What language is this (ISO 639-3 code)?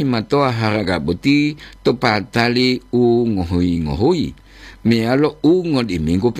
gor